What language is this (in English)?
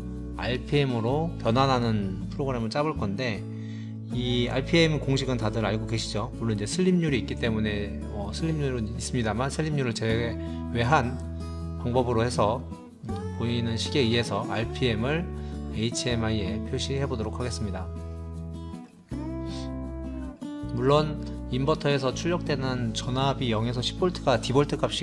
Korean